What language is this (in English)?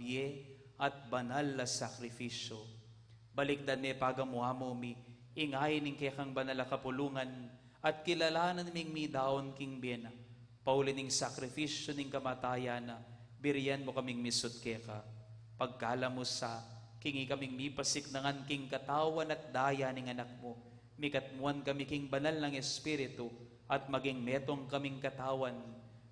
Pampanga